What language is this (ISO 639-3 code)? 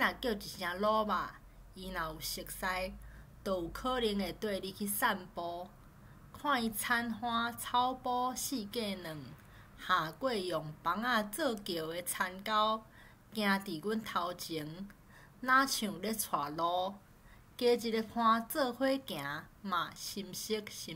nan